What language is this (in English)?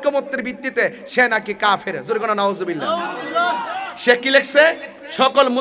Bangla